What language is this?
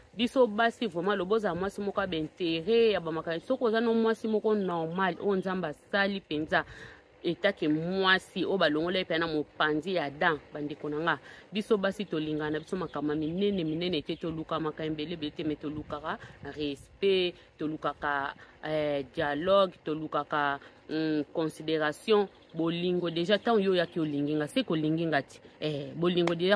Lingala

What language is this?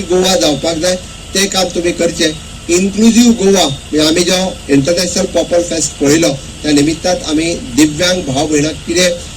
Konkani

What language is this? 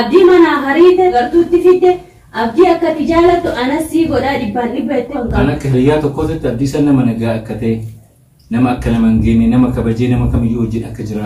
Oromo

